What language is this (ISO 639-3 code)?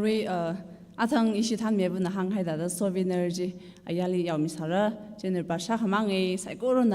nmf